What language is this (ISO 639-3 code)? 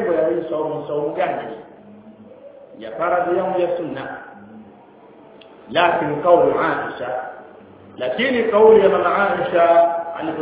swa